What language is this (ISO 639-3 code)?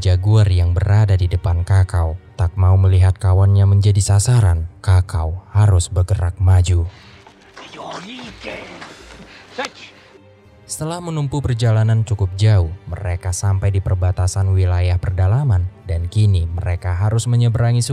ind